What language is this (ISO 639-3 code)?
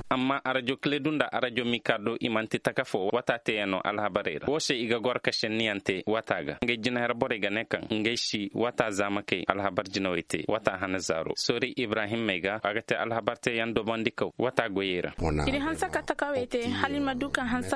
dje